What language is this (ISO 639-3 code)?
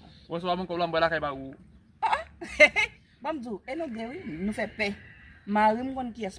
hat